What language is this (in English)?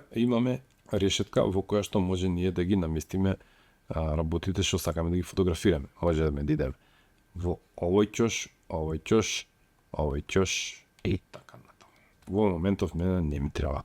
Macedonian